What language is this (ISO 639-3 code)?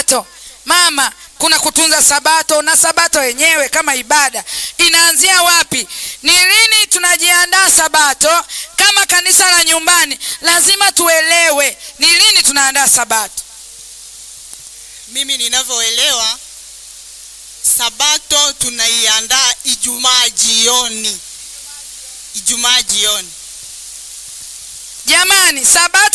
swa